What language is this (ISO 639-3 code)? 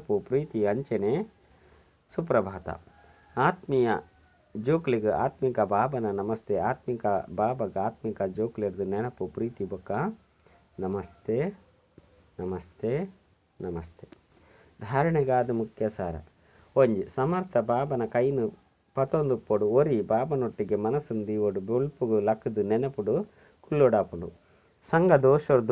tcy